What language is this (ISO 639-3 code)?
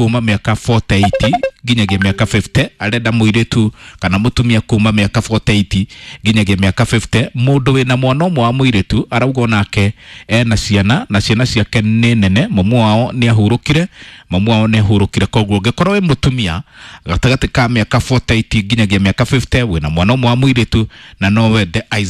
kik